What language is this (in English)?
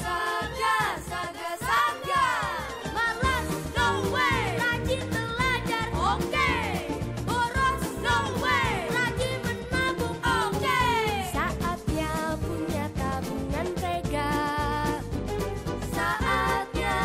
Indonesian